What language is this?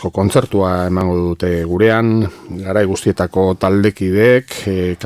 Basque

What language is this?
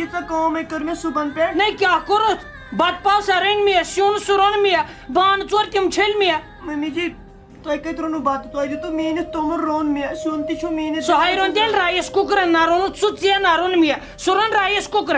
Kashmiri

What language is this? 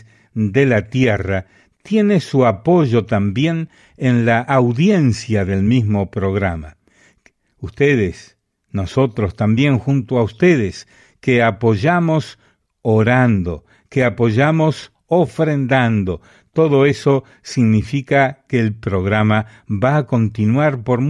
Spanish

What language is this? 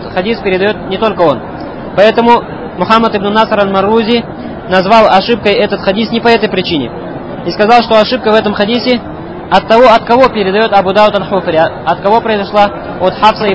Russian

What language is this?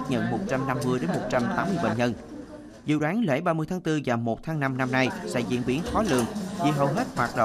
Vietnamese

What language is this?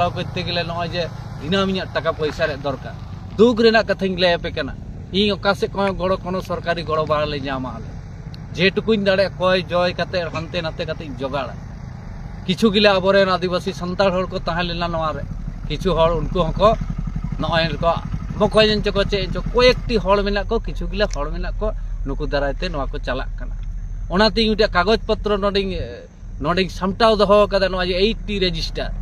Santali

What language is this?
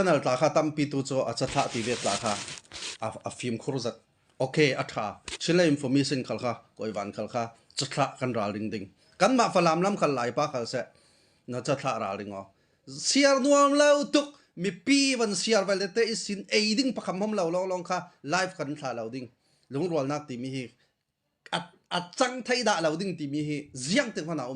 Hakha Chin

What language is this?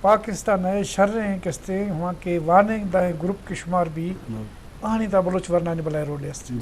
Eastern Balochi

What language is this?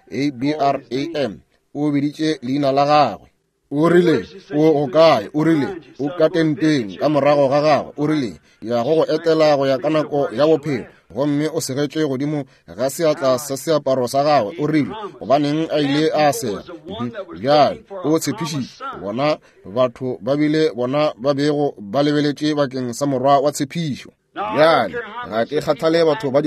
Northern Sotho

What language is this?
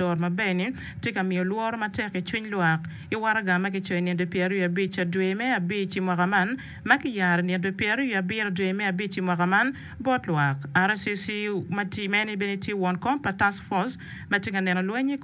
Acoli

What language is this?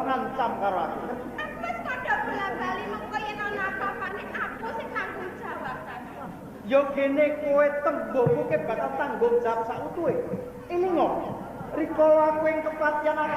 Javanese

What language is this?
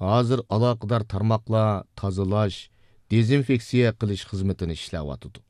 Uyghur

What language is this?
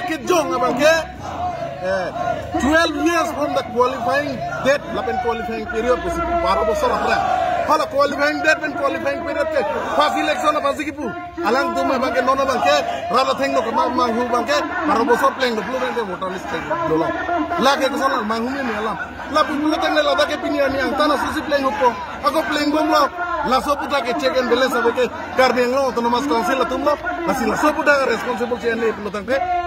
Karbi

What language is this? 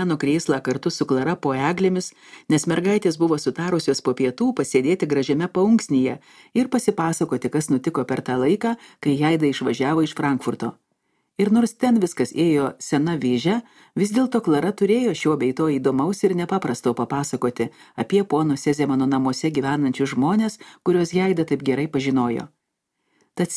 Lithuanian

